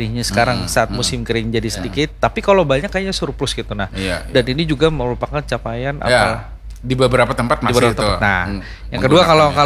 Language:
Indonesian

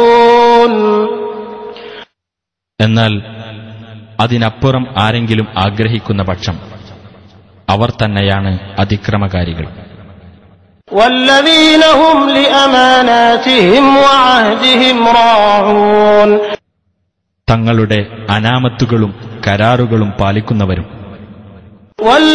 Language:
Malayalam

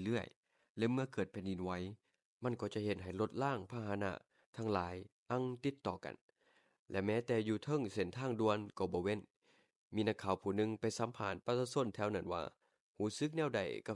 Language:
Lao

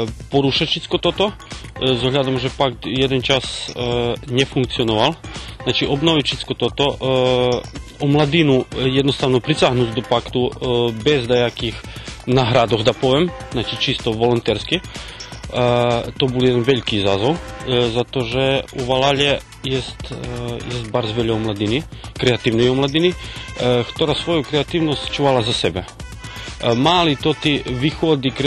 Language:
Rusyn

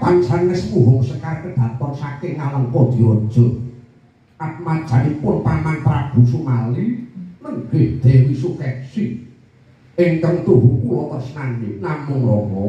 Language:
Javanese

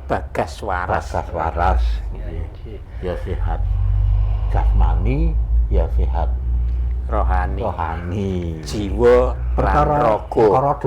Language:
Javanese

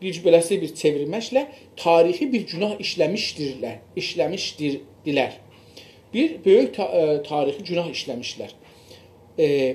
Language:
South Azerbaijani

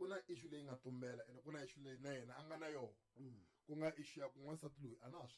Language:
Tsonga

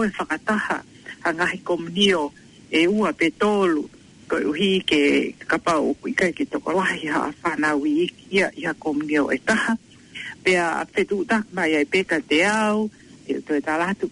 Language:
Tongan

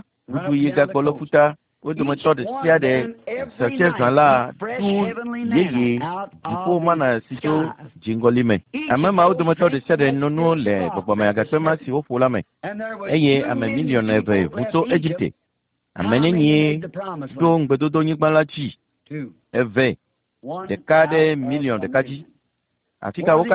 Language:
Ewe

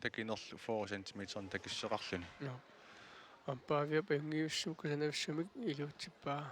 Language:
Kalaallisut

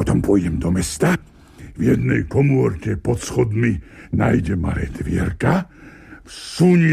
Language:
Slovak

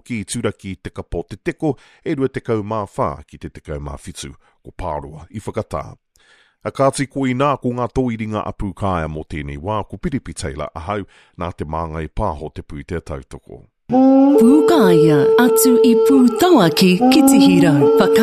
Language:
Māori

